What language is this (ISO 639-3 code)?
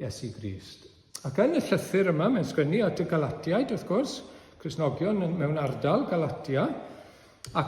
cym